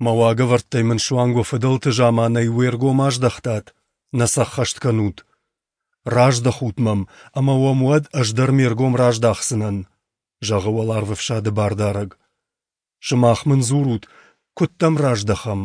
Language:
Ossetic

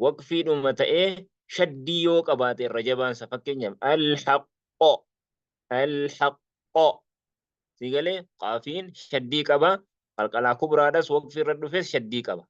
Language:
Oromo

